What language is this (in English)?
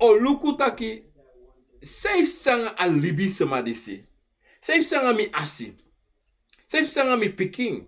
Sranan Tongo